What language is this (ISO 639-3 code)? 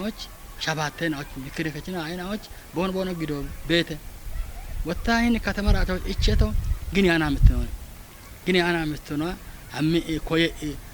kbr